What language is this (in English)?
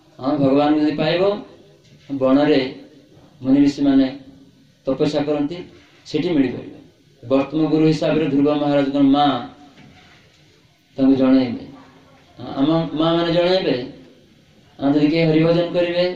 Odia